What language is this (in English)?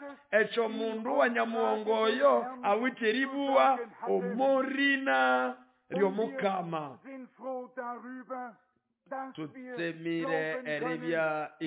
Nande